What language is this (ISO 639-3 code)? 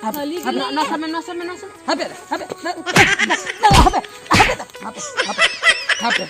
sat